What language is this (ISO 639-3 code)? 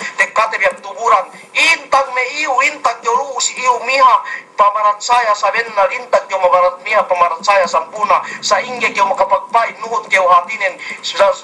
yka